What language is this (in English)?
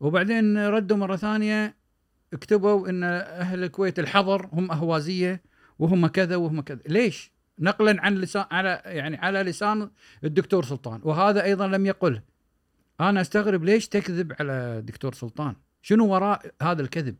Gulf Arabic